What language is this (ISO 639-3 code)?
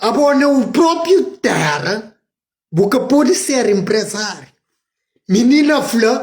kea